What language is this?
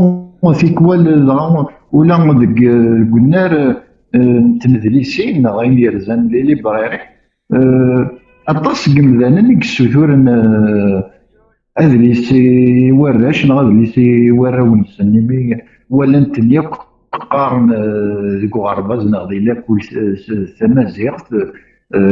Kabyle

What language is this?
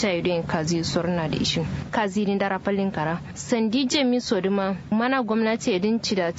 Kanuri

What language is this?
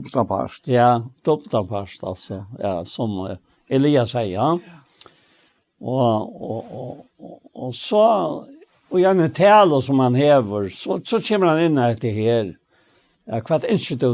Faroese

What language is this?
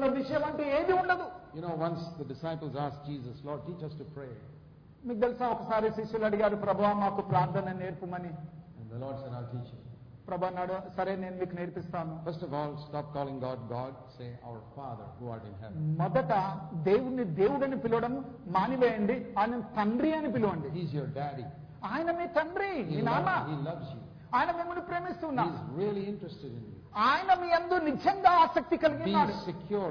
Telugu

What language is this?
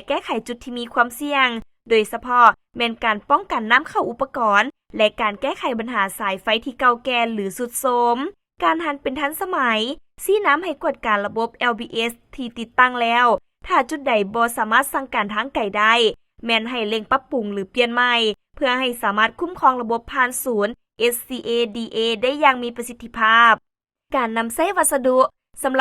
Lao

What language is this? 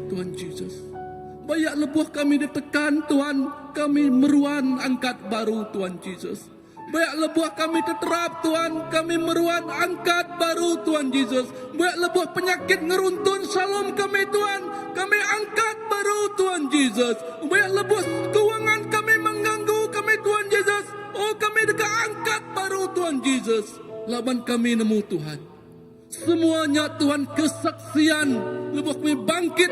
Iban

